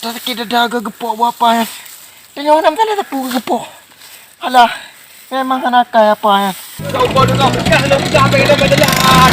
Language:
Achinese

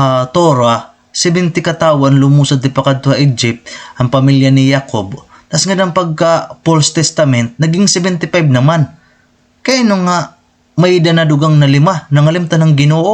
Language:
Waray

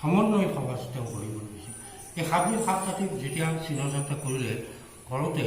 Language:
Assamese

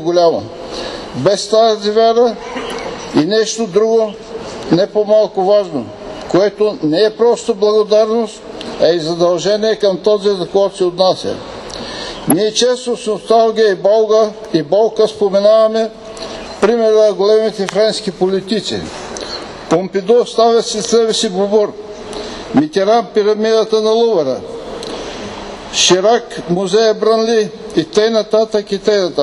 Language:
Bulgarian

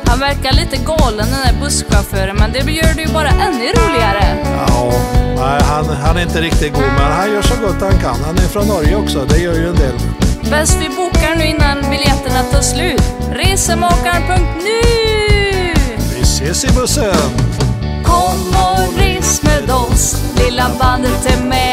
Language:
Swedish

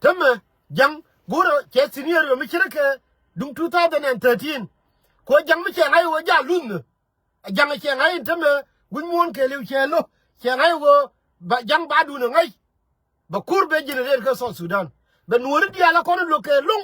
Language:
Nuer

